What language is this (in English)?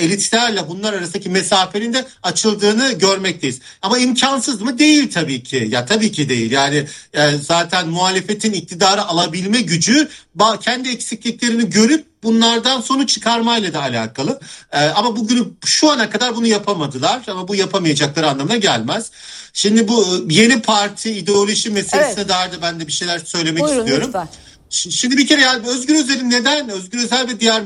Turkish